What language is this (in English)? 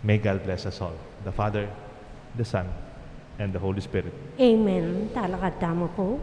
Pampanga